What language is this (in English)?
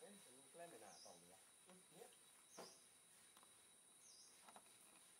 Thai